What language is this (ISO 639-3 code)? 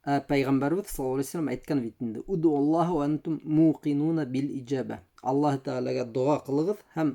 bak